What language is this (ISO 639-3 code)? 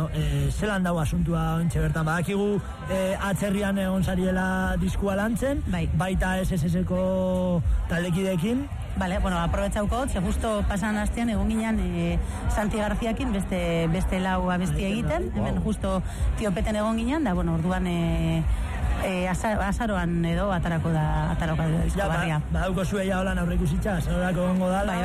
eus